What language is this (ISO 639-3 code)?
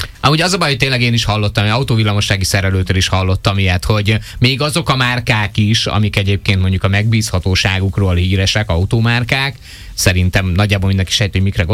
hun